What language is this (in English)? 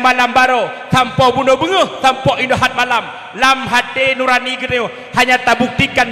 Achinese